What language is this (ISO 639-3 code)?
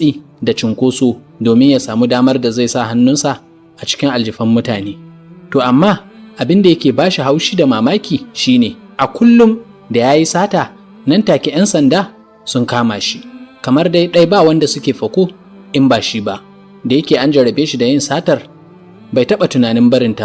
hau